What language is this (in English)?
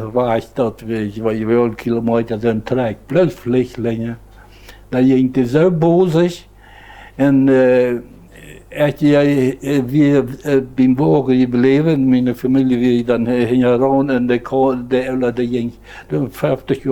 Plautdietsch